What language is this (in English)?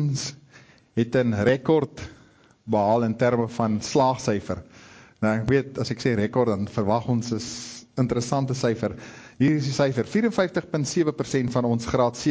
Afrikaans